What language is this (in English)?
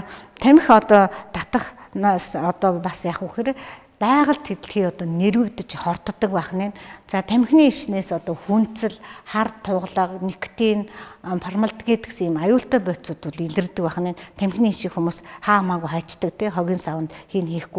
Mongolian